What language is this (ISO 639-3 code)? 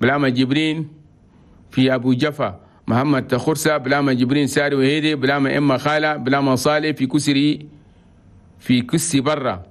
shu